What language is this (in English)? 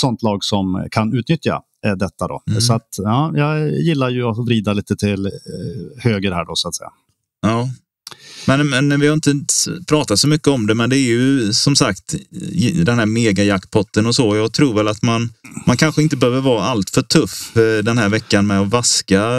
Swedish